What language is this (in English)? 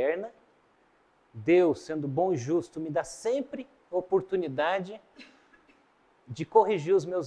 Portuguese